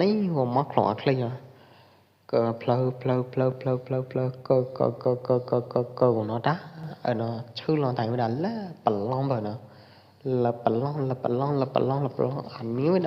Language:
Pwo Eastern Karen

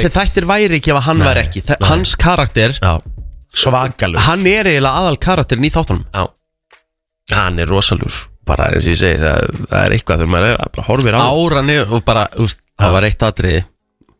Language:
Icelandic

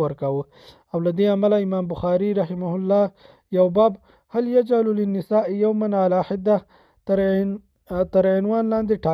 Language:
Pashto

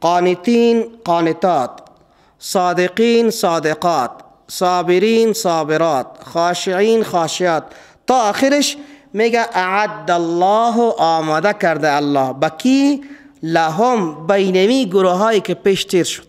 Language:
Persian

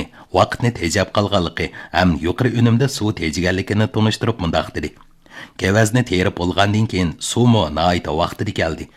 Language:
Uyghur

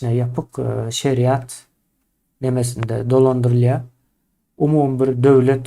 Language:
Turkmen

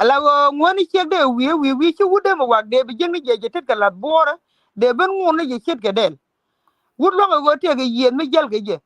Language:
Nuer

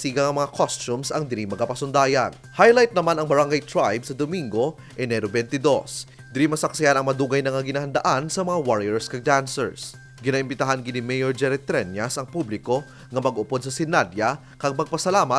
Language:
Hiligaynon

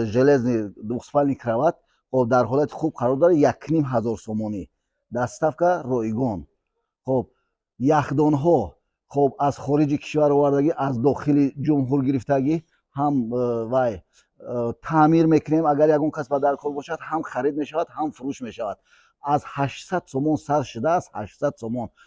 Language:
Tajik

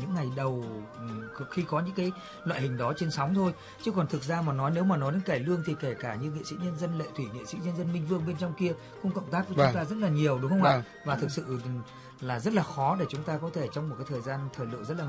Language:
Vietnamese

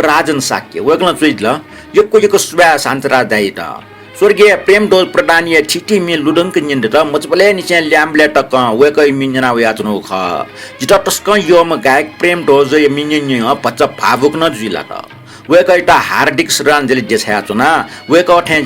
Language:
Newari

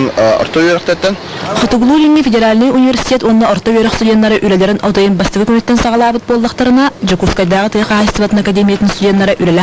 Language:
Yakut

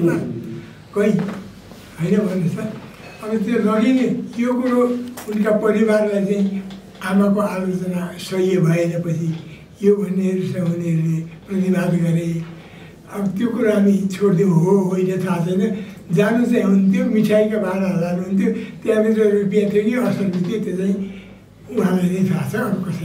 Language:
Nepali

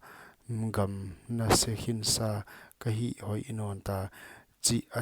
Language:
Paite Chin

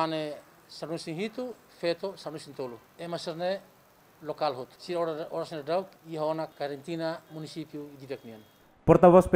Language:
Tetum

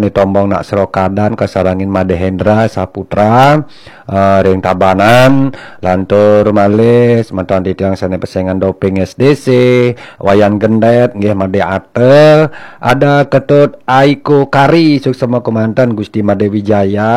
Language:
Balinese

